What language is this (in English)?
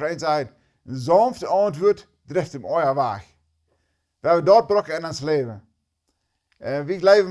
Plautdietsch